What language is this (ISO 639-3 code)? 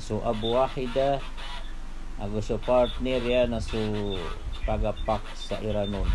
mrw